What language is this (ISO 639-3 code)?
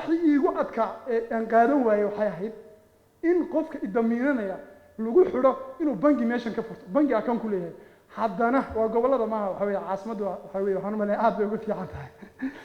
som